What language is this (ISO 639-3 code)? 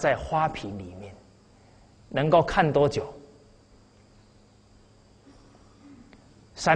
zho